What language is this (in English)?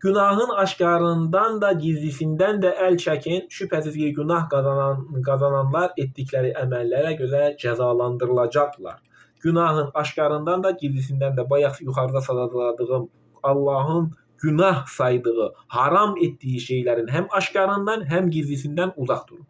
Azerbaijani